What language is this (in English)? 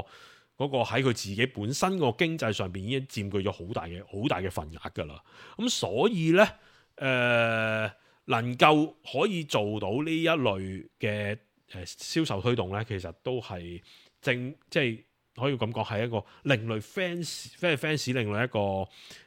Cantonese